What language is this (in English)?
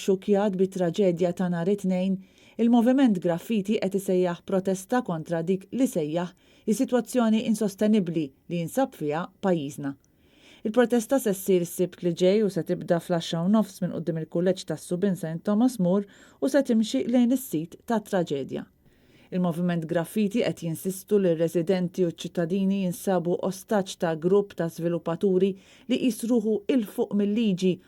Maltese